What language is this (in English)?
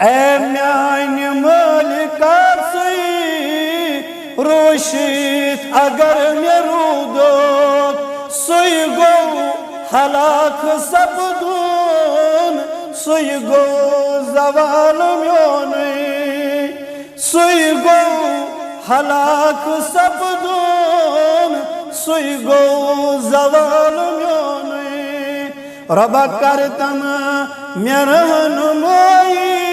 Kashmiri